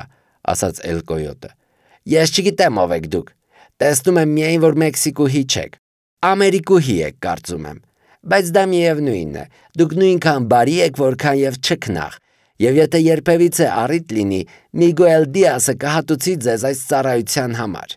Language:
Armenian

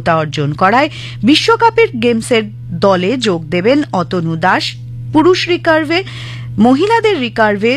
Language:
Bangla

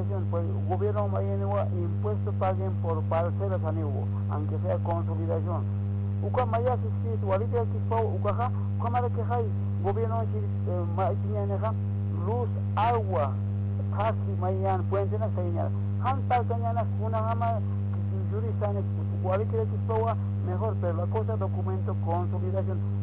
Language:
Aymara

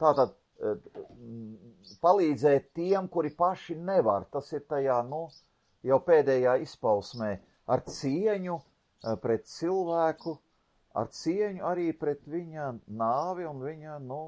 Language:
Latvian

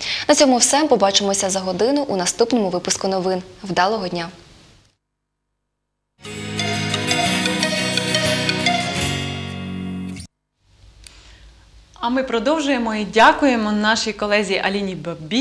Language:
Ukrainian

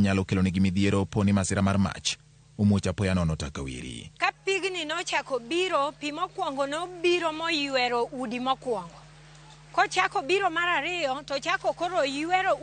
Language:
Luo (Kenya and Tanzania)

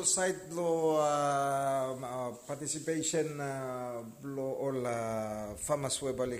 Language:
Bislama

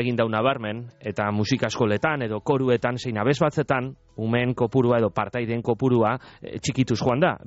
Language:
Basque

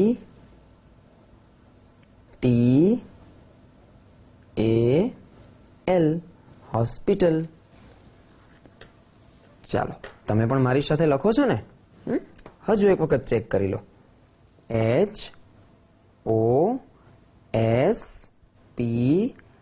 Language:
Gujarati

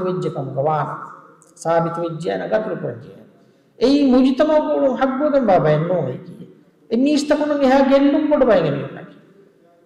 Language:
Divehi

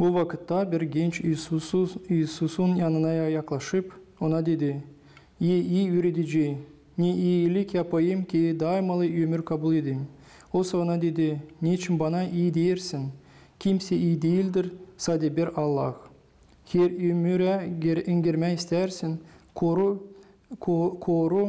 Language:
Gagauz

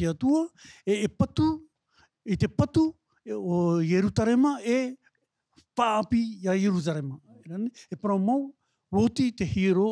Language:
Tahitian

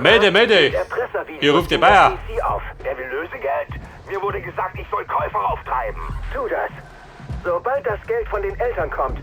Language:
Bavarian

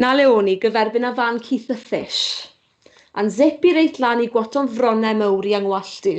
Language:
Welsh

